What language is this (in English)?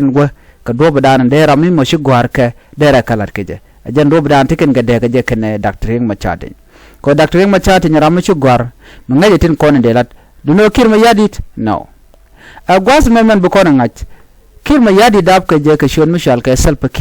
Nuer